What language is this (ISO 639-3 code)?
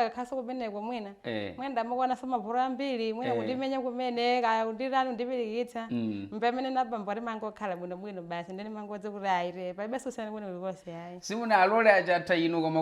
nya